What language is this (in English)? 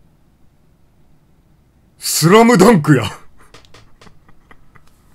Japanese